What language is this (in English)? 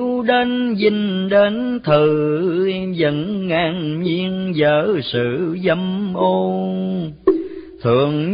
Vietnamese